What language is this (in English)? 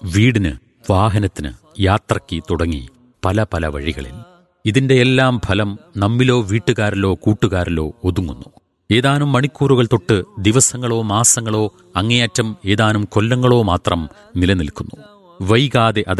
Malayalam